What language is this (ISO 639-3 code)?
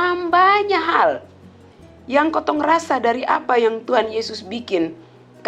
mkn